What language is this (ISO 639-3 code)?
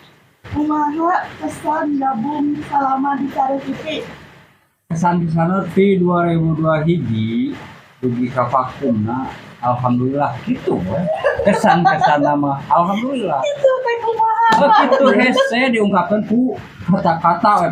sun